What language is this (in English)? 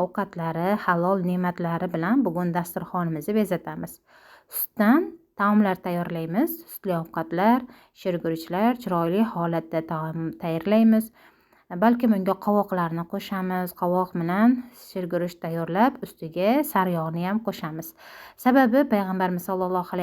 Uzbek